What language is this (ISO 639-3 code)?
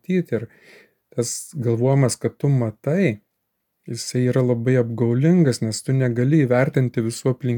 lit